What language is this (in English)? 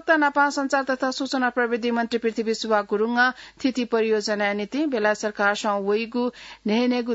Newari